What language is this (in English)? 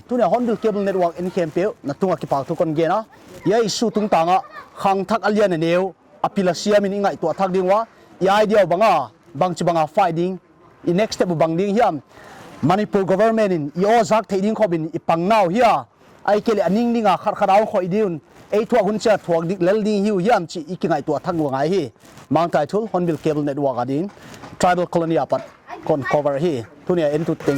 Paite Chin